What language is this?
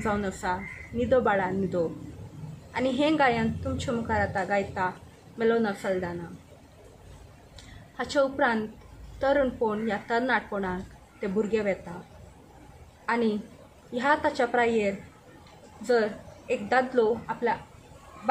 Konkani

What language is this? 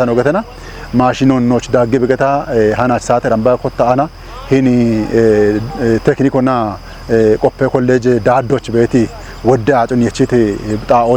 Kafa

